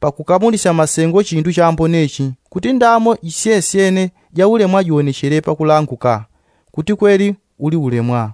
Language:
Yao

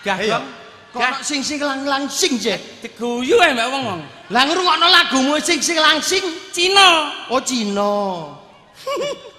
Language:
Javanese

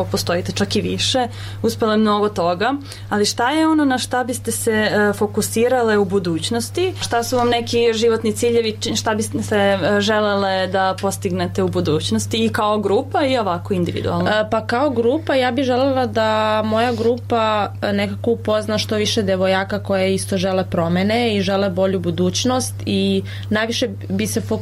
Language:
Serbian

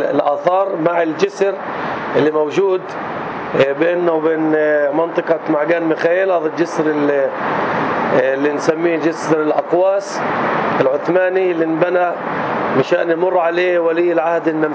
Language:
North Levantine Arabic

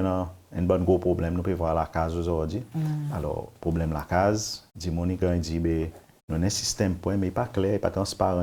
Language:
Seselwa Creole French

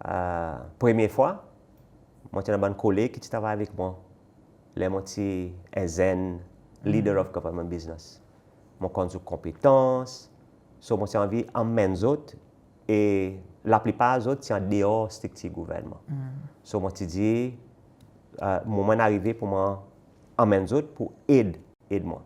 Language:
Seselwa Creole French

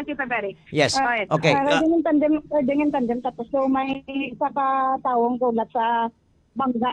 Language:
Hiligaynon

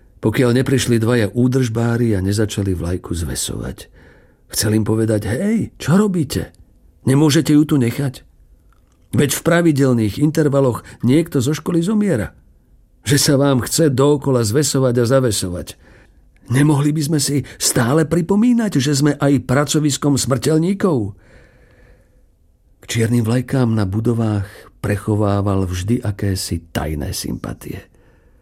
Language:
Slovak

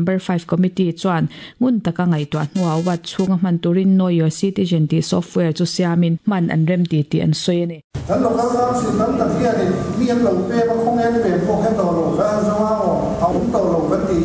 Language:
Mizo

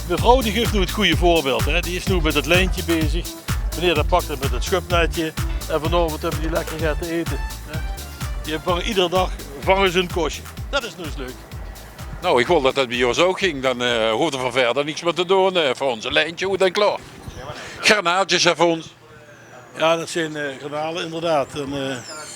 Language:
Limburgish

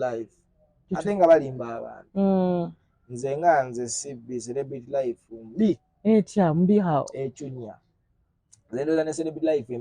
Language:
Ganda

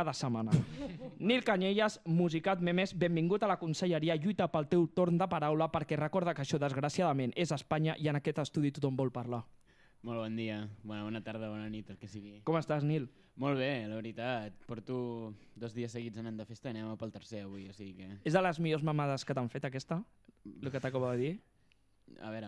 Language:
Catalan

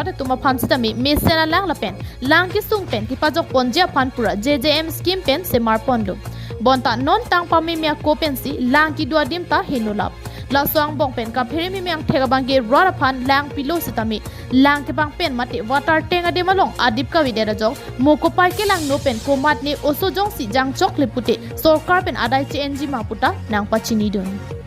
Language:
Karbi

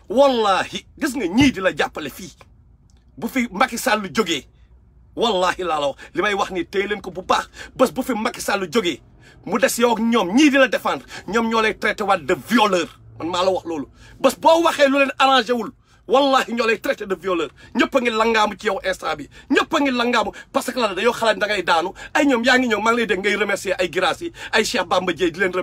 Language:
Wolof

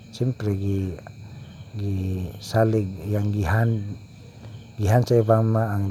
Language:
Cebuano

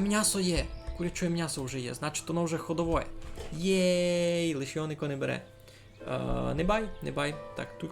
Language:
Rusyn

